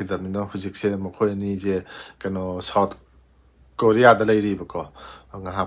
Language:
Manipuri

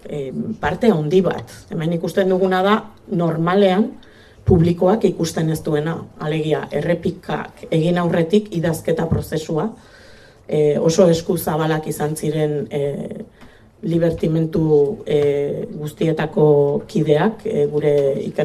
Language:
Basque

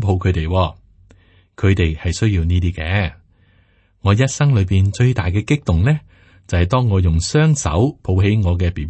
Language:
Cantonese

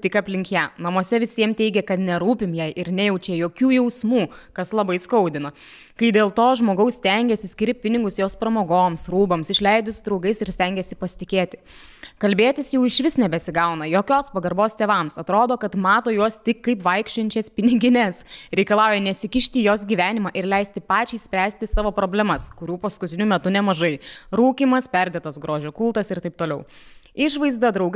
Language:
Lithuanian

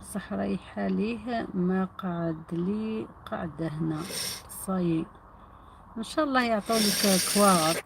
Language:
Algerian Arabic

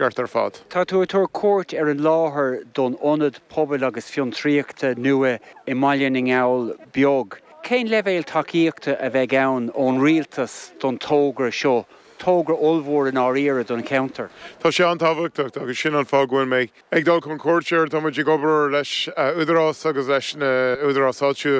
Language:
Irish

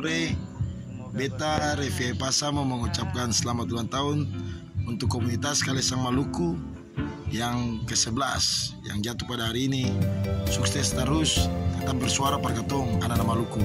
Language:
Ambonese Malay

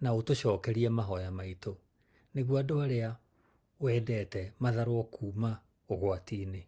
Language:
Kikuyu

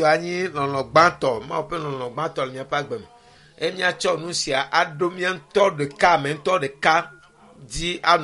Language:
Ewe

